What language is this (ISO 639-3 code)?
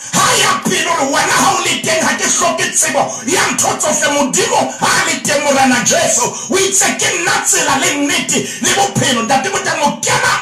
sot